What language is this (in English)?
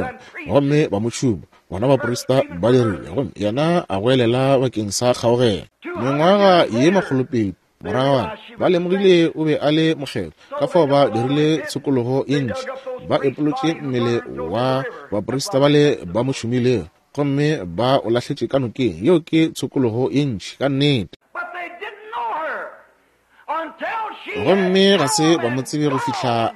Northern Sotho